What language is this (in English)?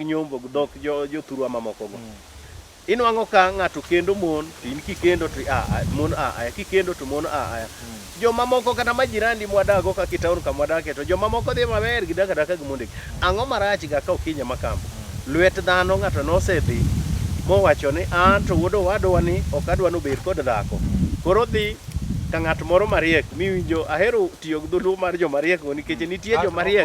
Luo (Kenya and Tanzania)